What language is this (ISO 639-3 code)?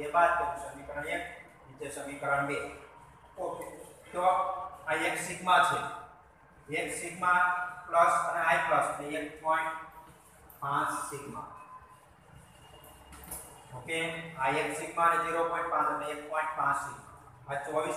guj